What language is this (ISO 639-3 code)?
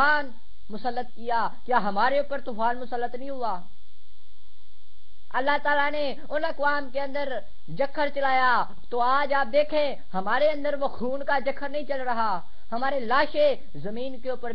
urd